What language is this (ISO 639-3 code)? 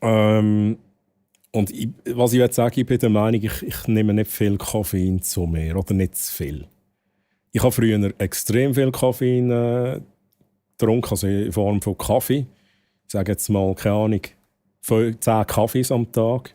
gsw